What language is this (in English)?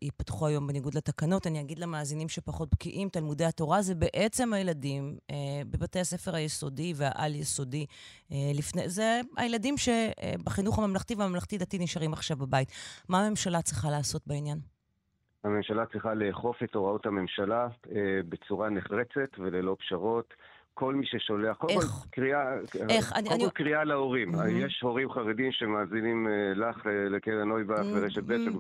Hebrew